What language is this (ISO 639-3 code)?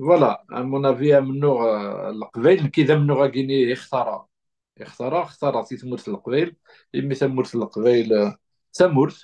kab